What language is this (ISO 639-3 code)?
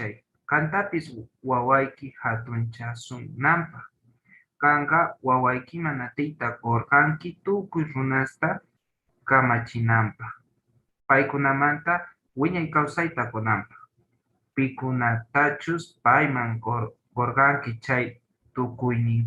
quh